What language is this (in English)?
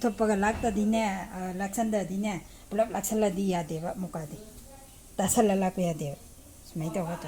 Manipuri